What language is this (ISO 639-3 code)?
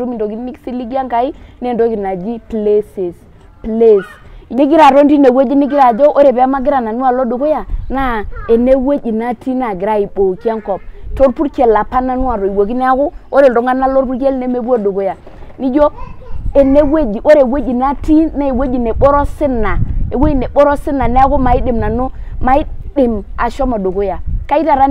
mas